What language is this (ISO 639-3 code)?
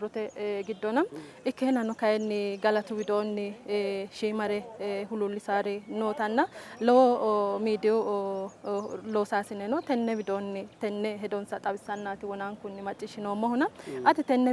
sid